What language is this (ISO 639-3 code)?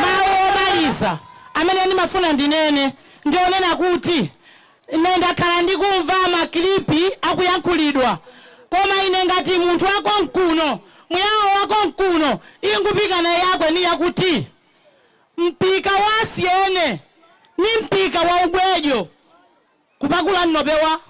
nya